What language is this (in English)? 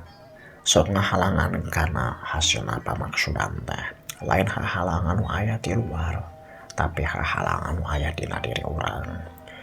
Sundanese